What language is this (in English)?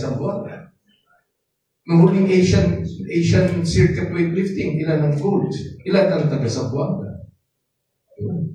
Filipino